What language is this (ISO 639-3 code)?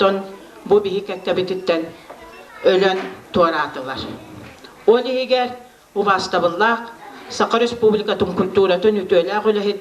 sah